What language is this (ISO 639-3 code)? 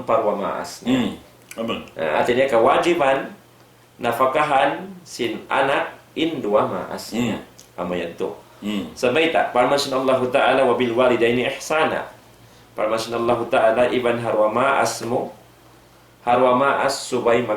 tsg